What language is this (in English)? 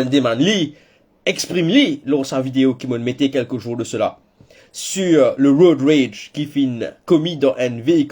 Morisyen